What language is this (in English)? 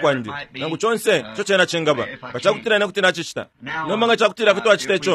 Bemba